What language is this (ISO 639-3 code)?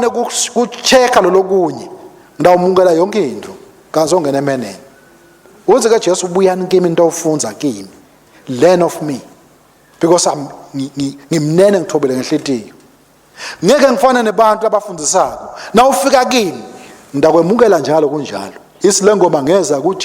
ssw